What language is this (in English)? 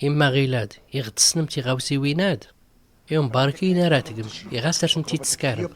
Tachelhit